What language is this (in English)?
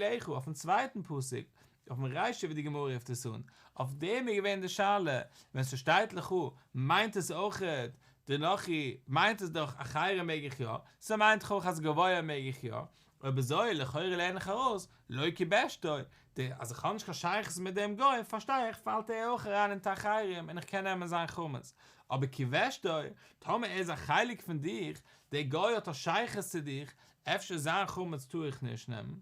Yiddish